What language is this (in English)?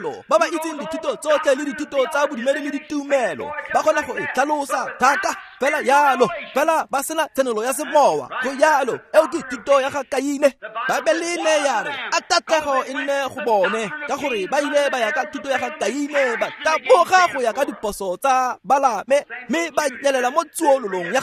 Tswana